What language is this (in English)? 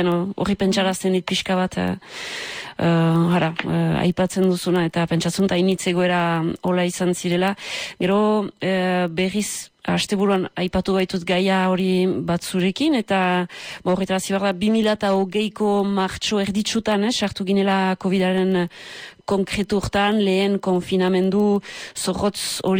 Basque